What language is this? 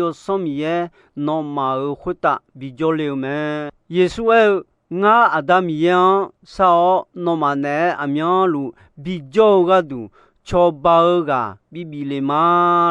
Akha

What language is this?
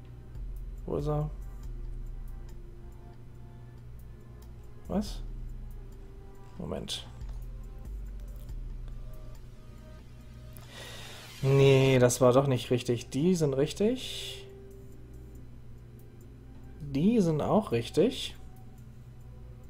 German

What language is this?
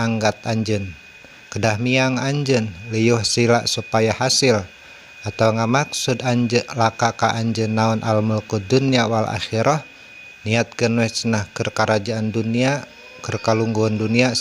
Sundanese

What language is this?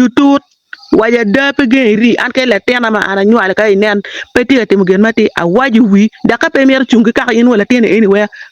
Acoli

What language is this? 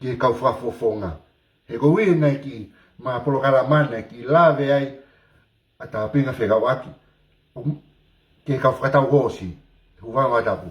Tongan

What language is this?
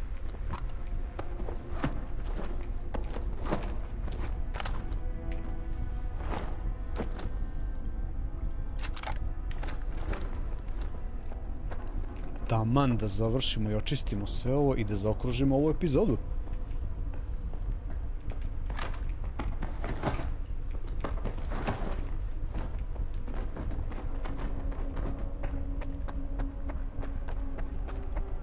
Serbian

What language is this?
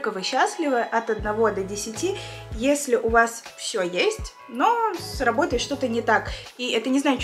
Russian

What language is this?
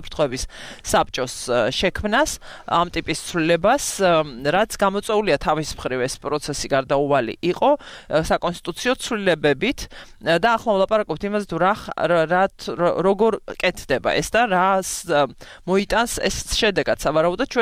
Georgian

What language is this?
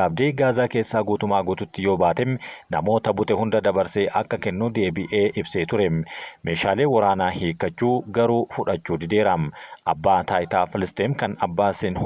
Oromo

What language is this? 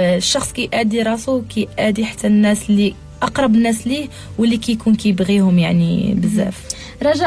Moroccan Arabic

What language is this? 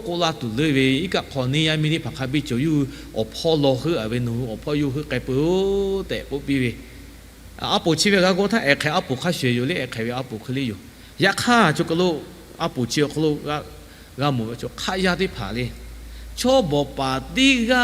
Lahu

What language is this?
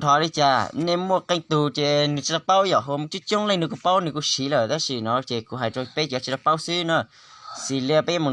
Hmong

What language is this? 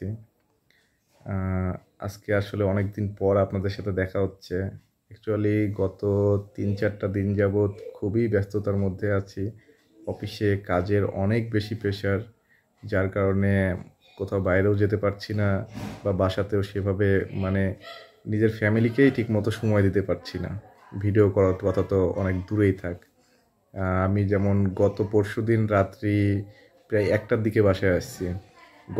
Bangla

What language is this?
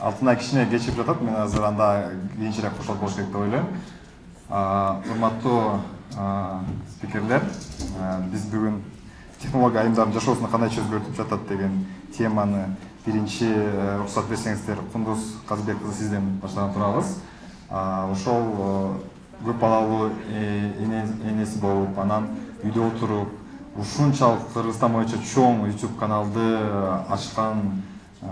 Kyrgyz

